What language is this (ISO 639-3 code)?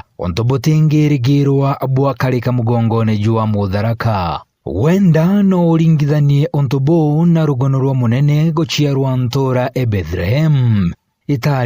mer